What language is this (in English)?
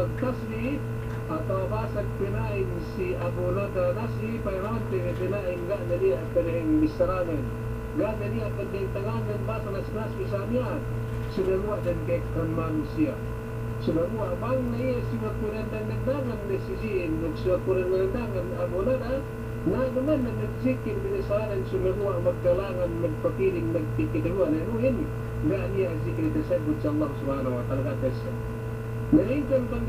Yakan